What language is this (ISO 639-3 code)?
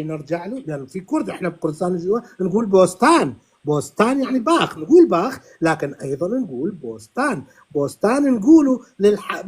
apc